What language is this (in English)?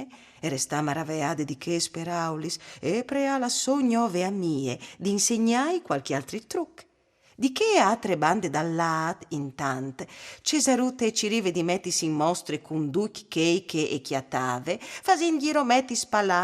Friulian